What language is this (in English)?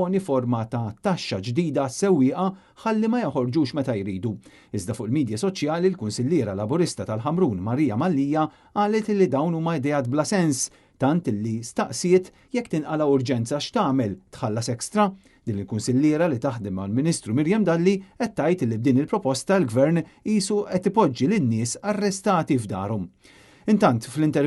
Maltese